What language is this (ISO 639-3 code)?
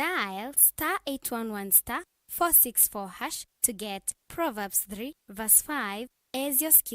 kam